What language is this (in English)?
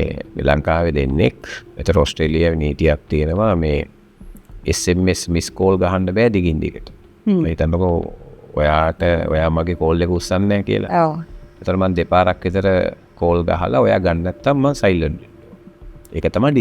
Sinhala